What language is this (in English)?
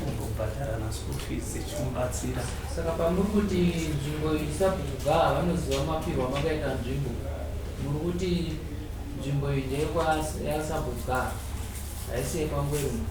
Shona